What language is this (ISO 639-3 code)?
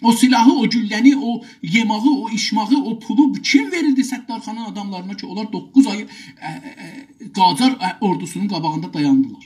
azb